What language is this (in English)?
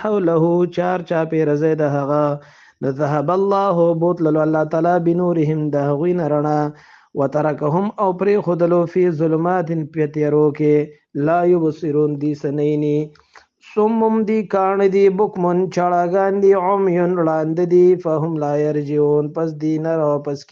Pashto